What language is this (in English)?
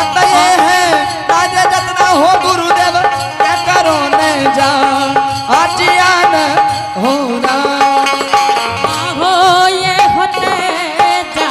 Angika